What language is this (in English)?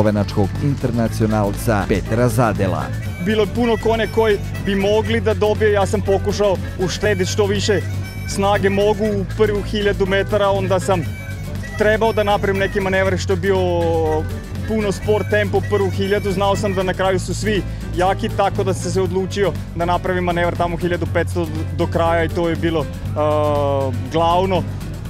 Serbian